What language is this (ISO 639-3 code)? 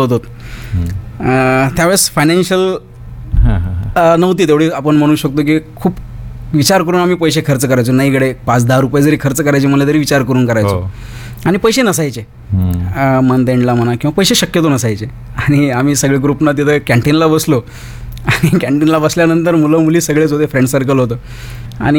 mar